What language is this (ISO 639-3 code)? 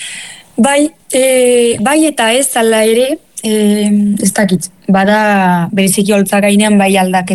eus